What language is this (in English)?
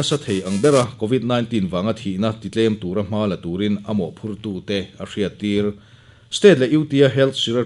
Mizo